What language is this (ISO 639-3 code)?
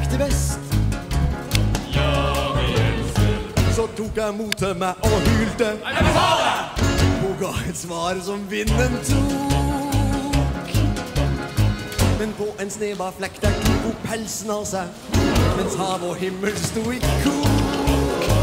nor